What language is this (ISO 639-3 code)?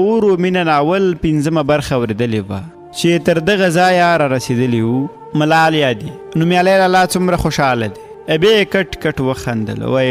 pus